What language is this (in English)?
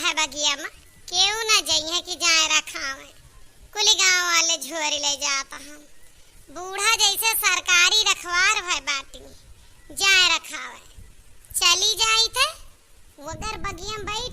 Awadhi